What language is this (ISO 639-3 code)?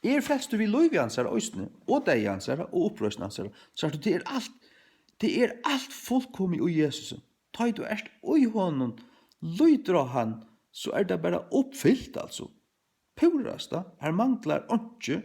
fao